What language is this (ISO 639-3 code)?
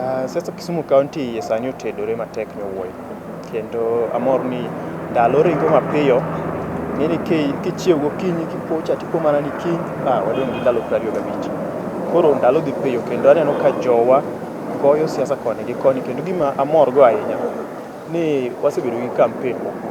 luo